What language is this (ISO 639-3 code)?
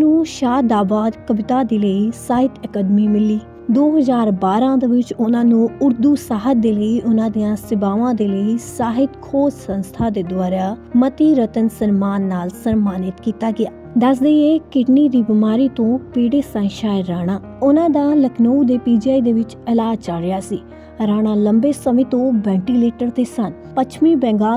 pan